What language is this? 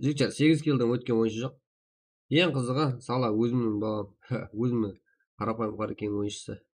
Kara-Kalpak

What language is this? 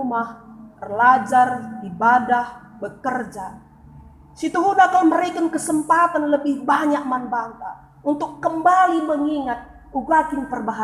Batak Karo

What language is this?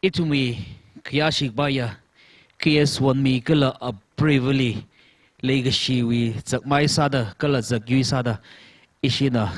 Tangkhul Naga (India)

